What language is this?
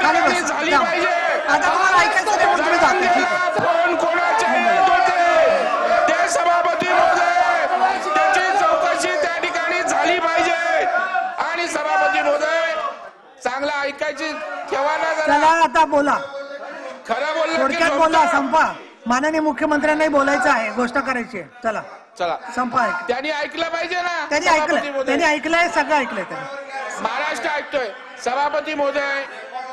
Marathi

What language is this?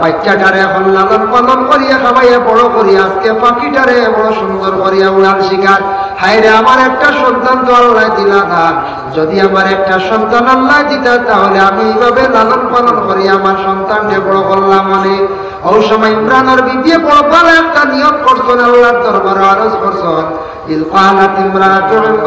Sylheti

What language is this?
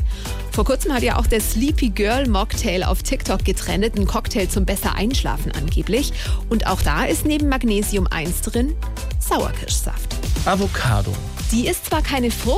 German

